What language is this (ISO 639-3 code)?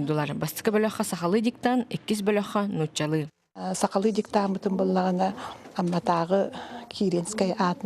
sah